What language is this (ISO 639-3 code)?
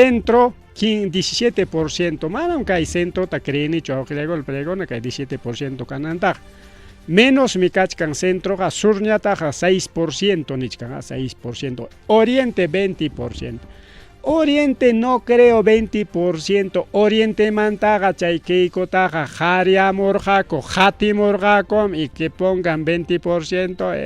quy